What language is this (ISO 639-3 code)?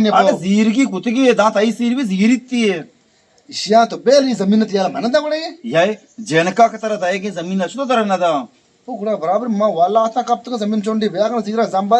bal